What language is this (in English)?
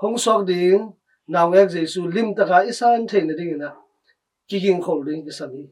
Tedim Chin